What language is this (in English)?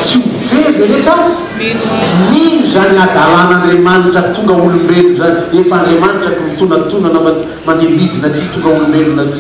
Malagasy